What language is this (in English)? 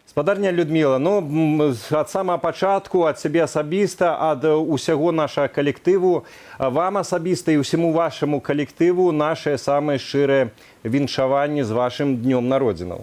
Belarusian